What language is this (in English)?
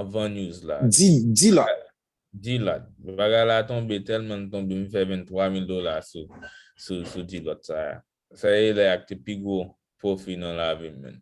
Haitian Creole